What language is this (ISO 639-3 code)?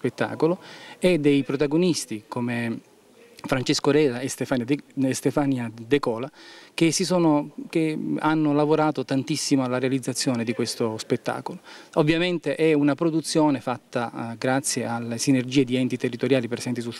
ita